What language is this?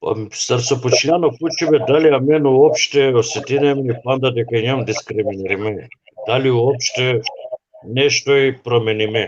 Balkan Romani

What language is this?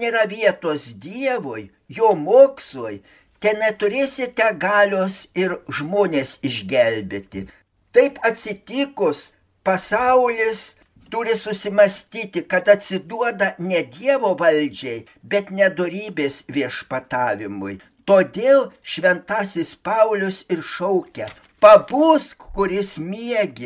Lithuanian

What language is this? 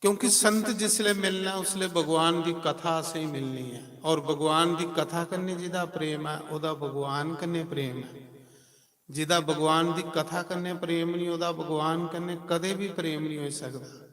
Dogri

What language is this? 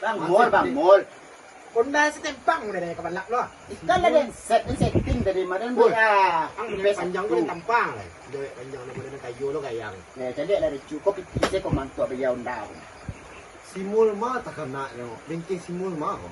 Minangkabau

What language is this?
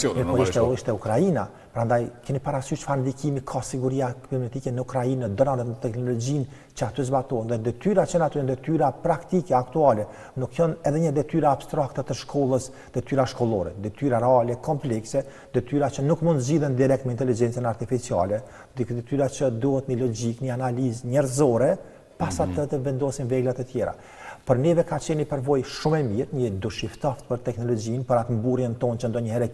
Albanian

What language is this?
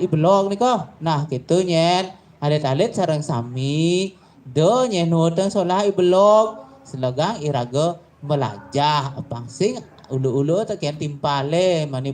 Balinese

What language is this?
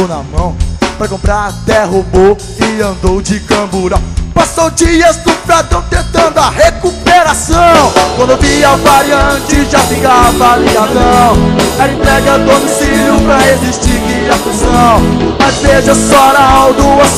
Portuguese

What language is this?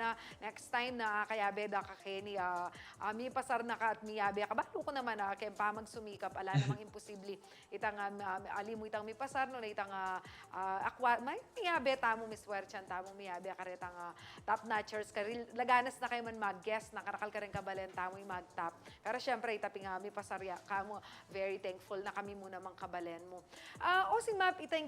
Pampanga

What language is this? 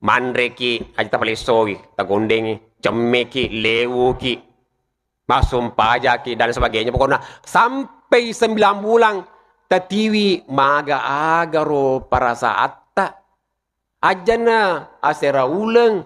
Buginese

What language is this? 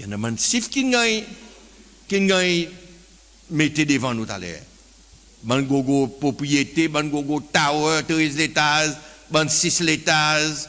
Seselwa Creole French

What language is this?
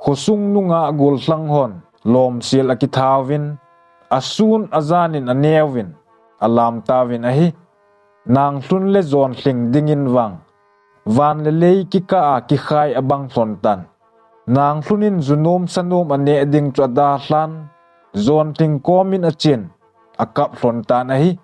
Thado Chin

